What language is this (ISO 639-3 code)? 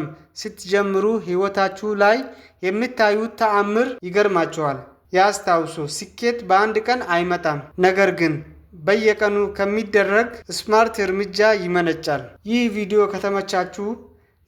amh